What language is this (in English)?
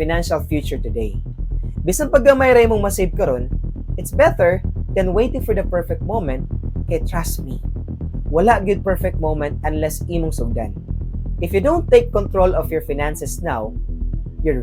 Cebuano